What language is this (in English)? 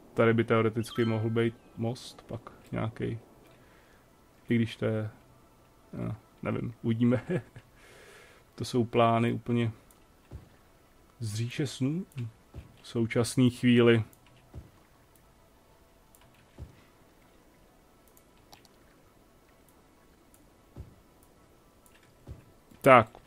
Czech